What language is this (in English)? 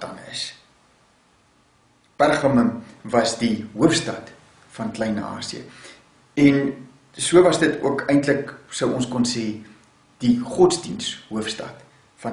Afrikaans